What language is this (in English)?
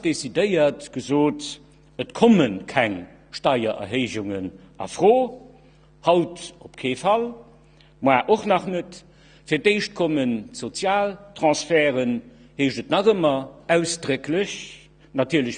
Luxembourgish